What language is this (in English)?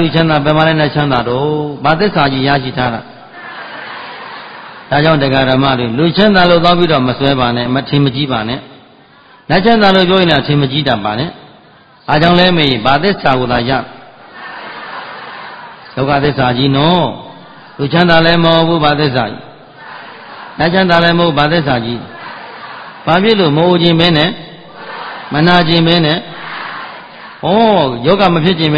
Burmese